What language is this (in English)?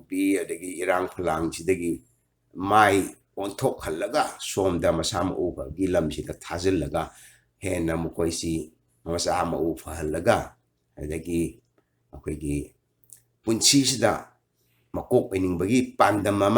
Manipuri